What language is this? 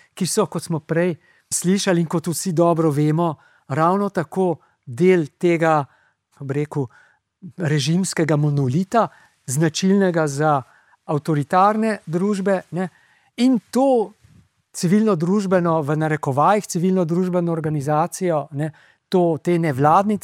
Slovenian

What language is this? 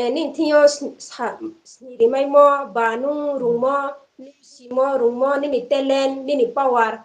Riang (India)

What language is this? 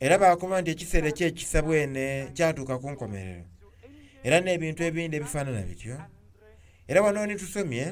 Soga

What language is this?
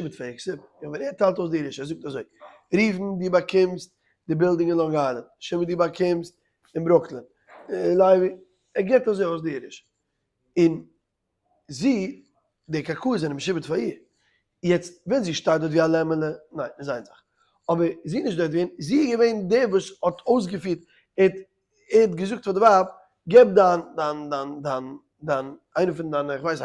Yiddish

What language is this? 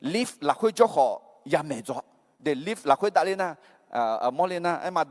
Akha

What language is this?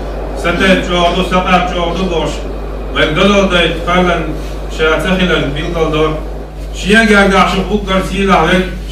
Chechen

